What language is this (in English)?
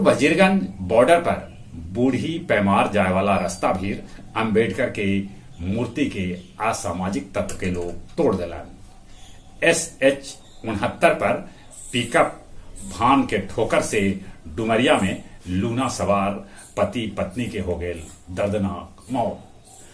Magahi